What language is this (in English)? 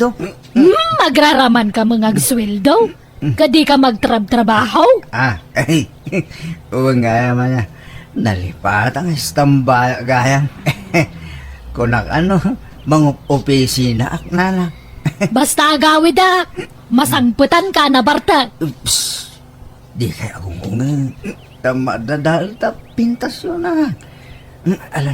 Iloko